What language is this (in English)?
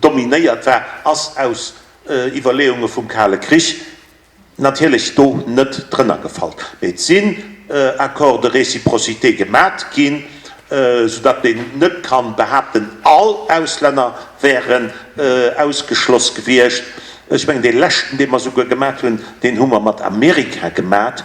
Luxembourgish